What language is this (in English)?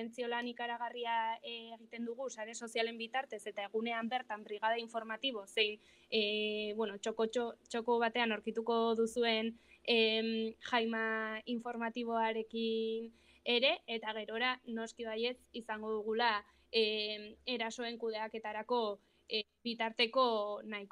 Basque